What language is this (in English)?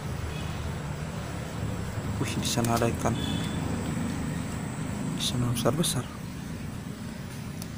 Indonesian